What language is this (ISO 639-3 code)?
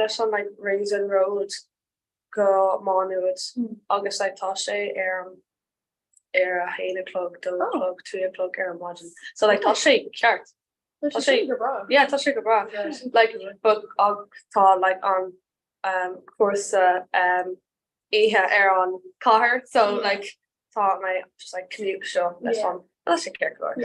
gle